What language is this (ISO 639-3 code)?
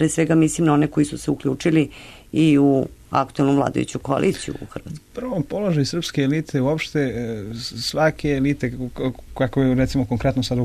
srp